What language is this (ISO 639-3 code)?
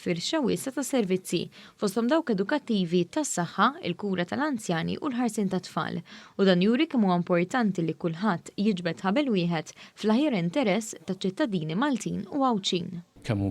mlt